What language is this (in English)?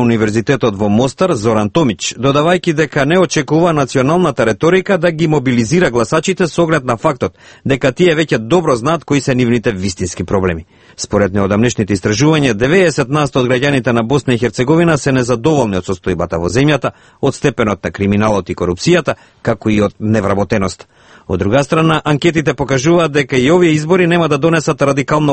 Macedonian